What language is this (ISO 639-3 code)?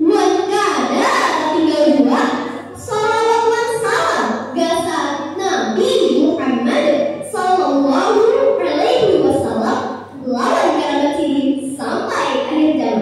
bjn